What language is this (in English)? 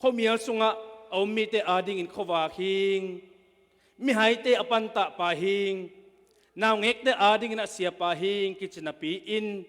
Tedim Chin